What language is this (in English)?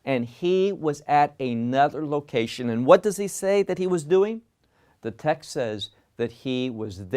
English